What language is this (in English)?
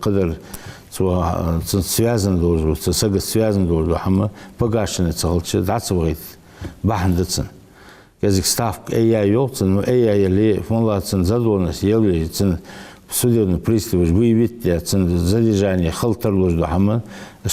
Ingush